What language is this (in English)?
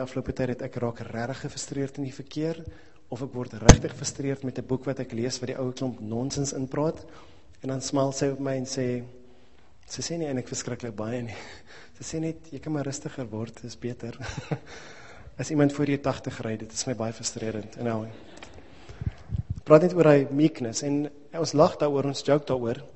Afrikaans